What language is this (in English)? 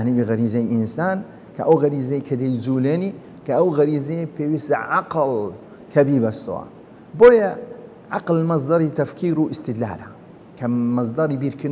Central Kurdish